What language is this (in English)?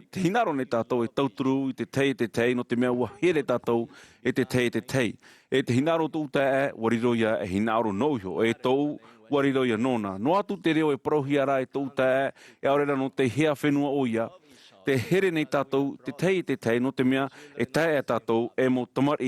Tahitian